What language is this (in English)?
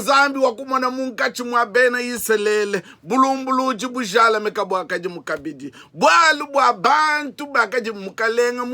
Luba-Lulua